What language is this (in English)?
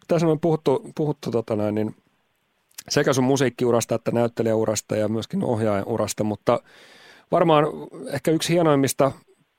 Finnish